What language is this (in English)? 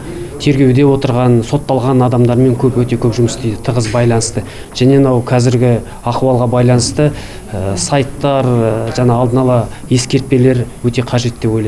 Kazakh